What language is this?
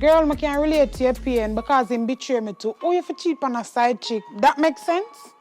Jamaican Creole English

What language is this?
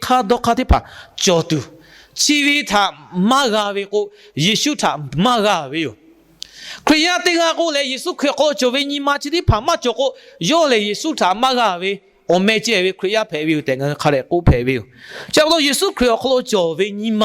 Lahu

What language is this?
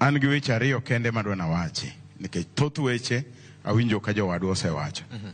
Luo (Kenya and Tanzania)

